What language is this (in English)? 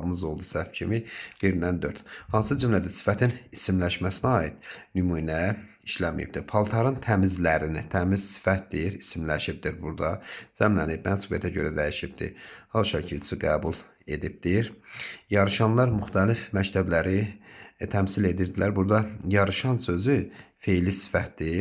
Azerbaijani